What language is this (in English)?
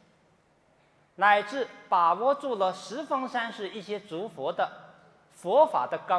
Chinese